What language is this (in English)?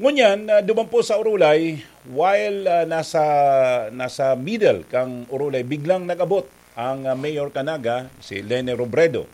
Bikol